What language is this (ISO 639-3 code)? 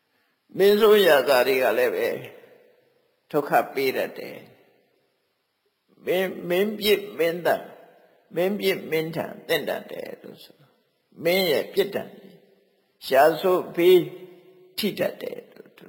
mya